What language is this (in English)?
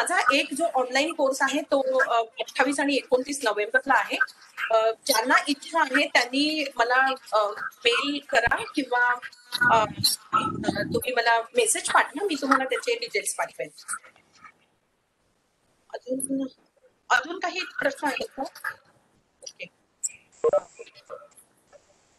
Marathi